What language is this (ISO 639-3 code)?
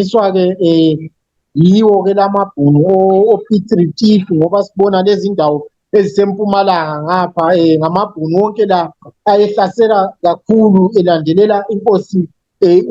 zul